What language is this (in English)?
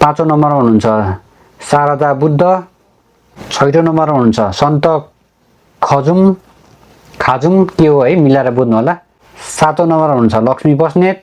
Nepali